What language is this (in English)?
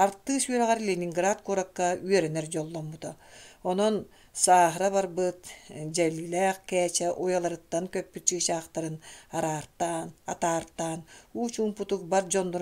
Yakut